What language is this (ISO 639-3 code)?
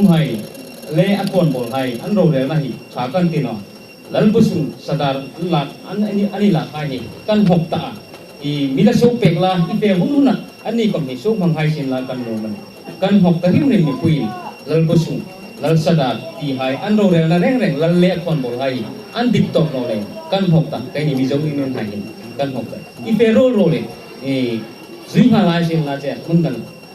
hmr